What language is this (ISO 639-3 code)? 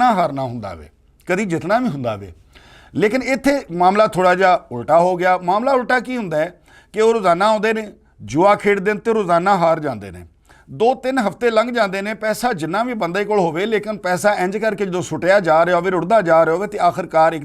lah